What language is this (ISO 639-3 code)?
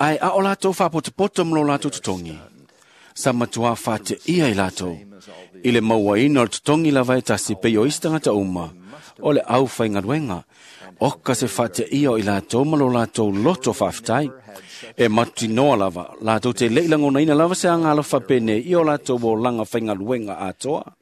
smo